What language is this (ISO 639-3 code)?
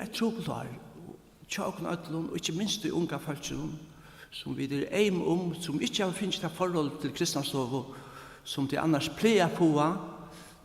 fao